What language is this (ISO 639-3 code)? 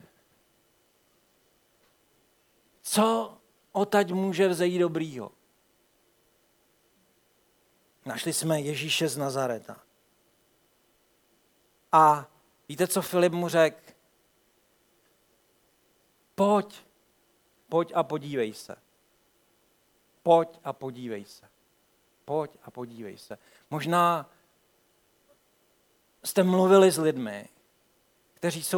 ces